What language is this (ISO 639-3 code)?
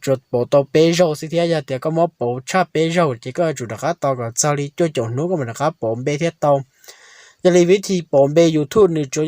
hmn